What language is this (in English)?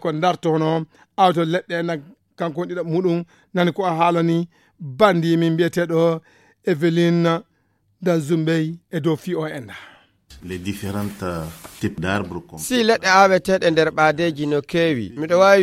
Fula